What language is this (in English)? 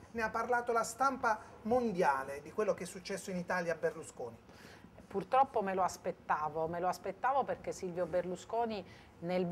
Italian